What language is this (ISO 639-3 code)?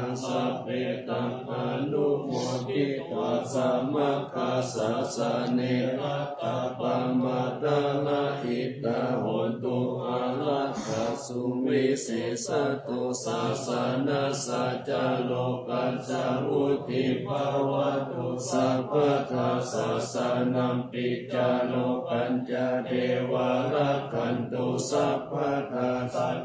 pli